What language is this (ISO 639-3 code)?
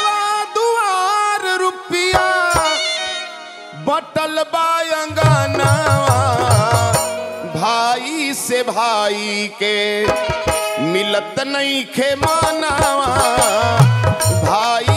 bho